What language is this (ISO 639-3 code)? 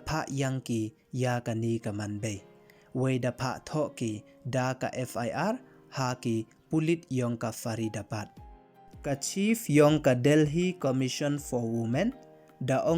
pbv